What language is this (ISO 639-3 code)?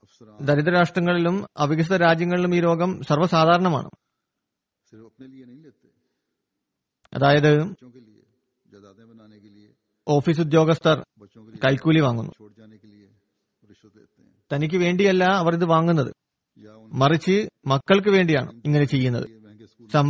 mal